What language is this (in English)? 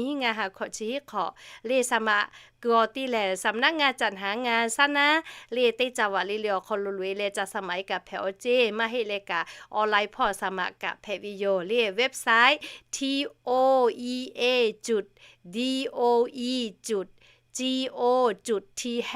Lahu